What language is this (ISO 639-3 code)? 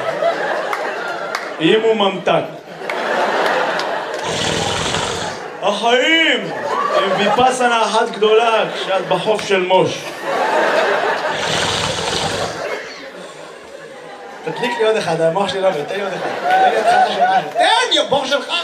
heb